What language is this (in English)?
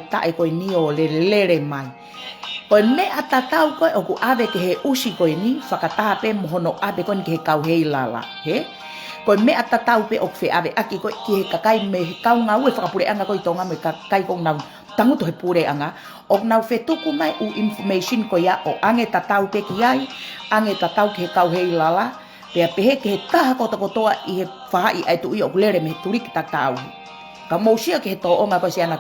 Tongan